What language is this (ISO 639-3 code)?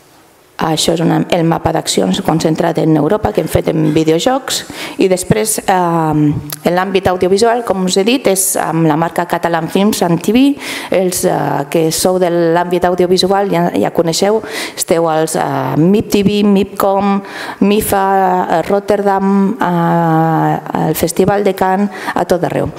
cat